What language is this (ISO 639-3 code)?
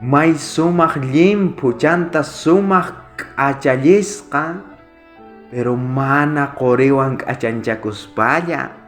quh